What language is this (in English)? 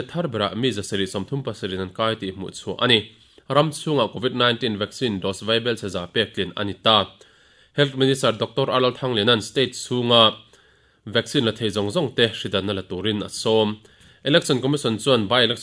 Mizo